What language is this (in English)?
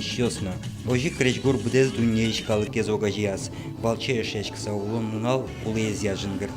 Udmurt